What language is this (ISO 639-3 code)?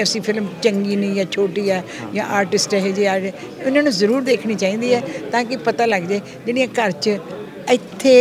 pan